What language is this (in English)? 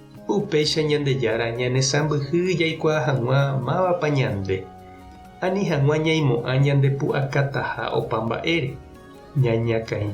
Guarani